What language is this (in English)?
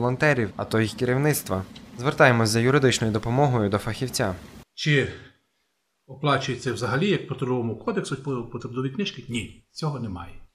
Ukrainian